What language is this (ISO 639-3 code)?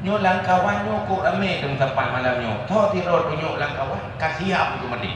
ace